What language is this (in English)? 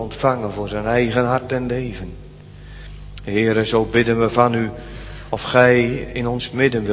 Dutch